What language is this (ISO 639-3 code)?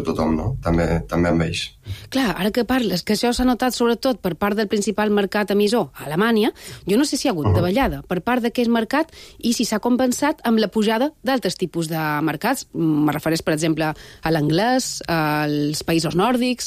cat